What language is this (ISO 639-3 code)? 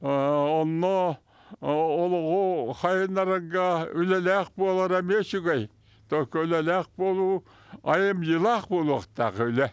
sah